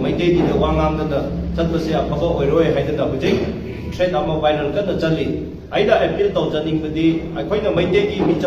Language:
Manipuri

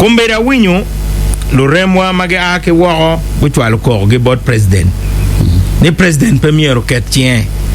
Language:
Acoli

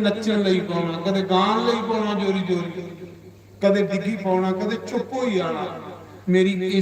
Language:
Dogri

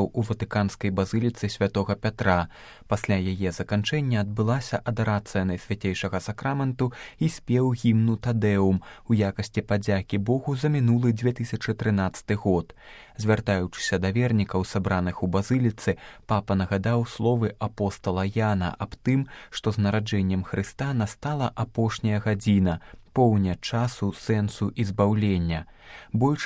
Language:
Belarusian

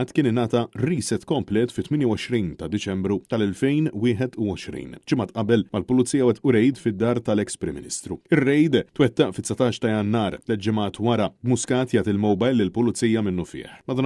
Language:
Maltese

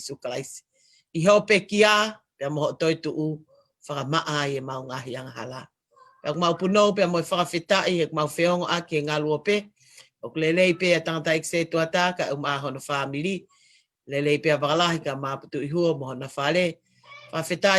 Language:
Tongan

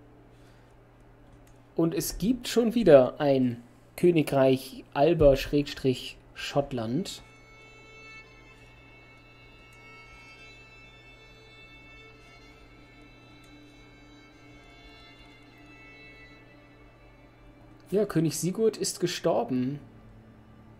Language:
German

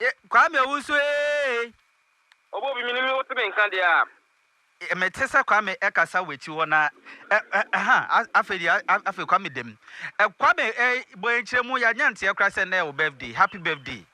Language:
Akan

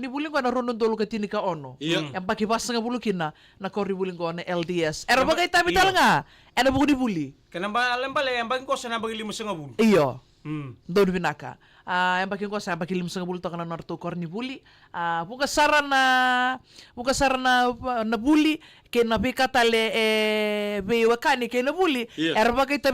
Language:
Fijian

